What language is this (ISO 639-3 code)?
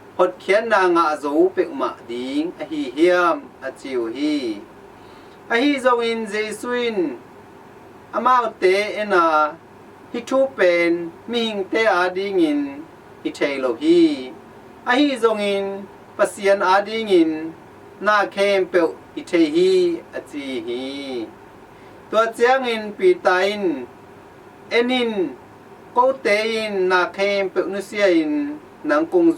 ctd